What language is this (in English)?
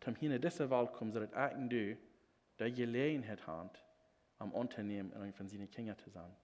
Plautdietsch